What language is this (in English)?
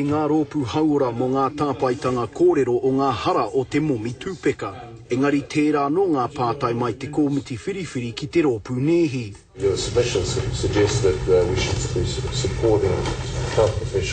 Māori